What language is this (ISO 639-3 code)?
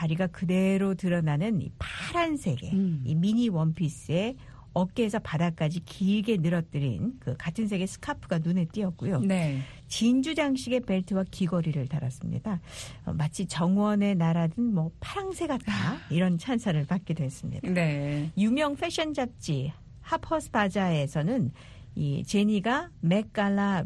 kor